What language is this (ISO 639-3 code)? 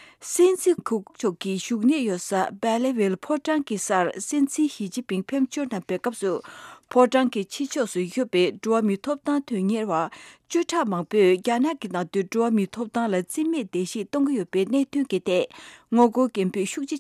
bod